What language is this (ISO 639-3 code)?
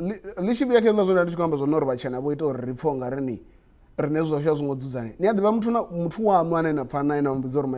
ven